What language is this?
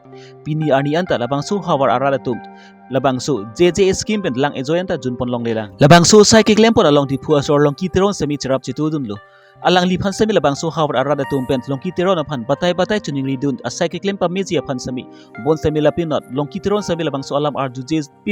Karbi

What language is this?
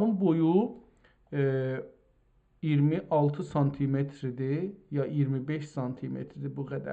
South Azerbaijani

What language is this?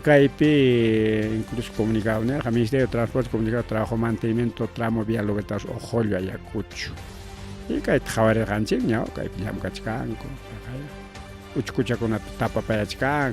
Ayacucho Quechua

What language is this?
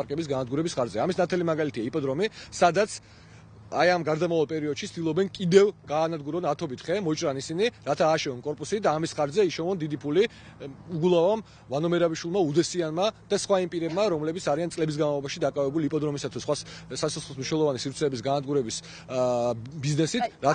Georgian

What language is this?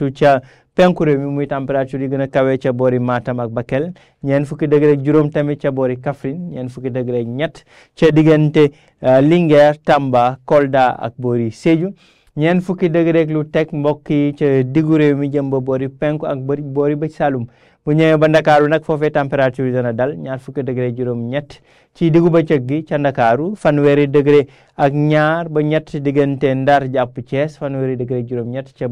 Wolof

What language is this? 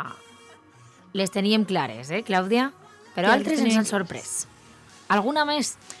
Catalan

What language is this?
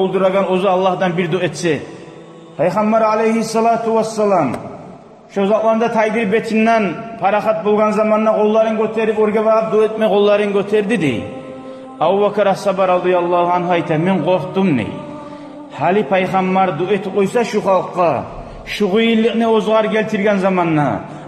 Kumyk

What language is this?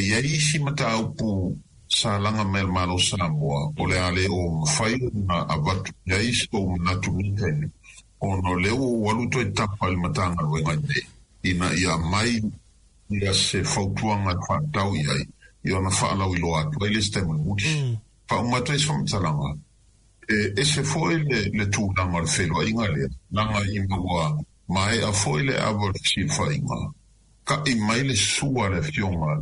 Samoan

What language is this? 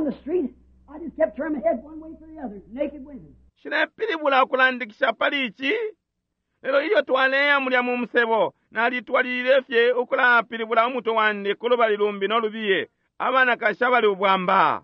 Bemba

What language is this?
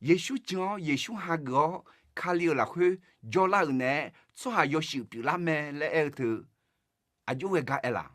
Akha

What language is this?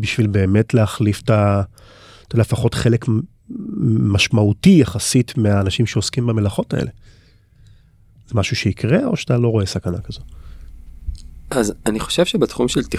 Hebrew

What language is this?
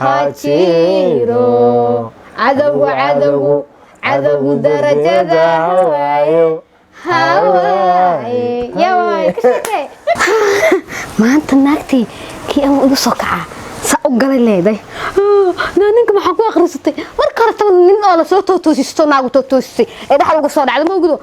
Somali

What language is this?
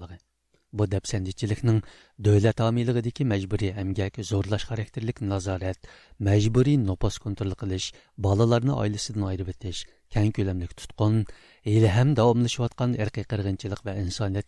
Uyghur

